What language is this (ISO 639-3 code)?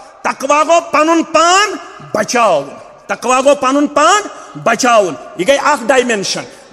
kas